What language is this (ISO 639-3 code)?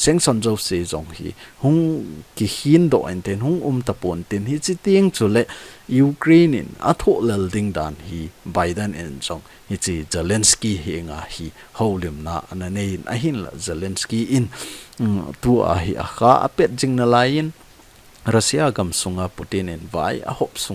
tcz